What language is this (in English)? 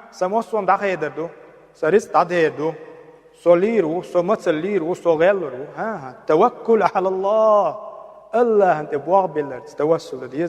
Chechen